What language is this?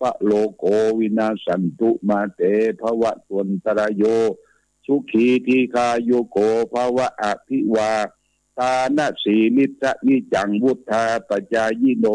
Pali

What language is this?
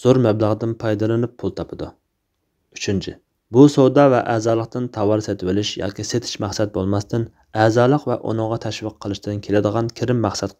Uyghur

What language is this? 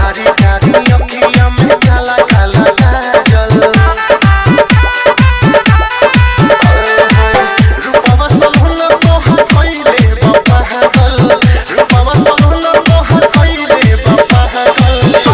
Bhojpuri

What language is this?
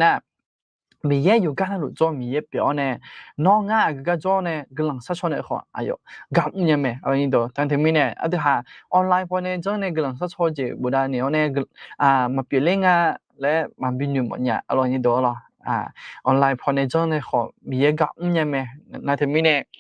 Akha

